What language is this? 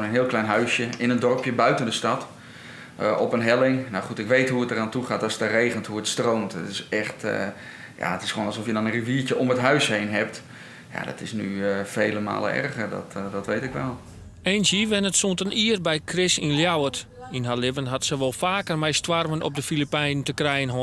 Western Frisian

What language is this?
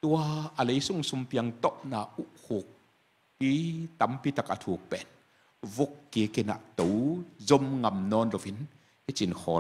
Tedim Chin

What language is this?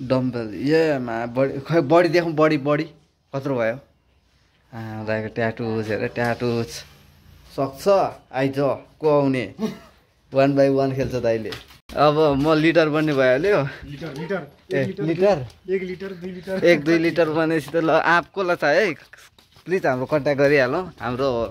Nepali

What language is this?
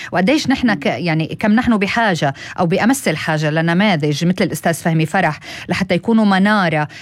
North Levantine Arabic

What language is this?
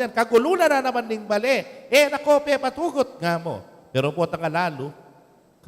Pampanga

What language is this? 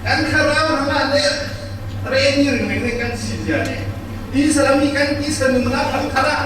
Falam Chin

